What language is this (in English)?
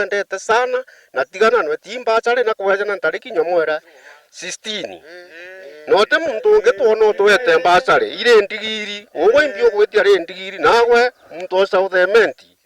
Meru